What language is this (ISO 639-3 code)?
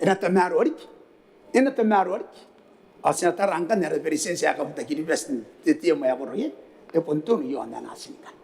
gil